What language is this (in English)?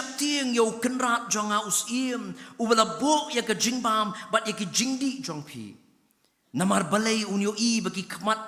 Khasi